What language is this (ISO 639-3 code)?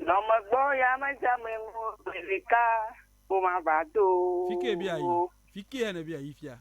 ewe